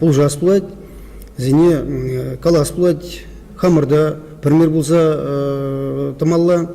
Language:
Chuvash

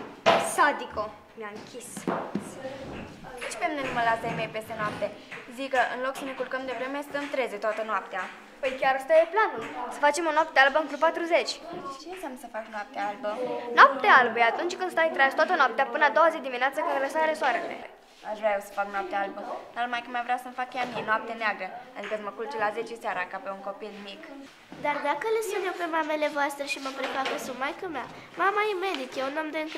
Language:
Romanian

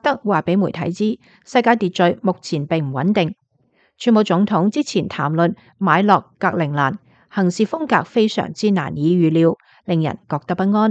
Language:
Cantonese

